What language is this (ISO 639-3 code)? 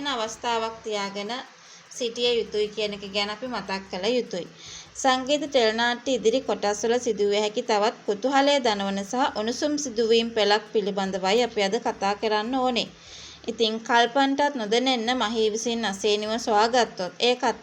sin